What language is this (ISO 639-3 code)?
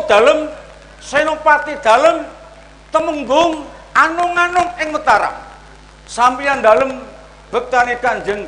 jav